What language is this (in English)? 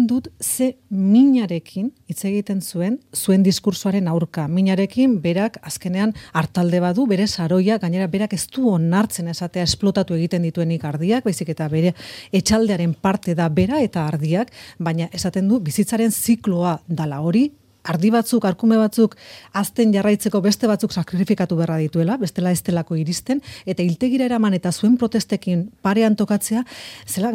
Basque